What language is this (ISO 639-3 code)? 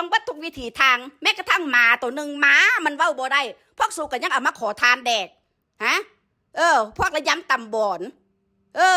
tts